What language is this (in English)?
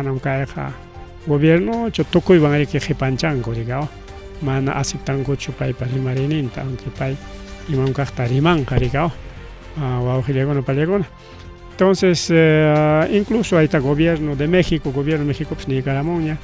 Ayacucho Quechua